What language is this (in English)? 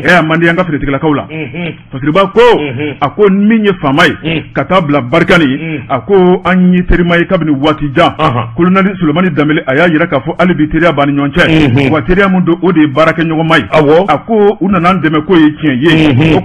Bambara